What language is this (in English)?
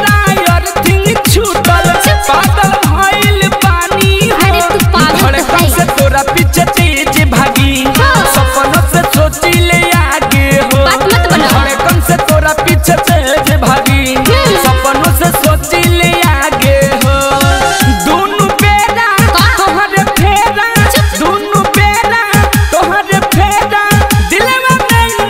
Bhojpuri